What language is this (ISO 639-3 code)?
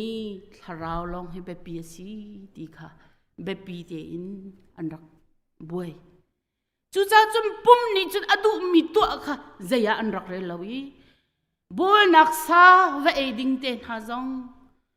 cnh